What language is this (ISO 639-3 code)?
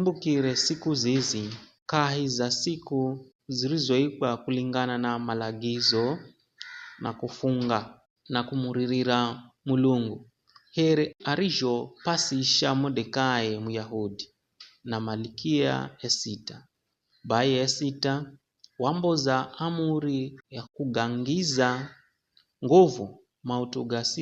nyf